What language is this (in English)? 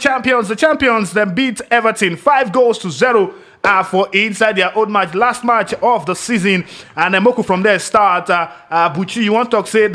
Nigerian Pidgin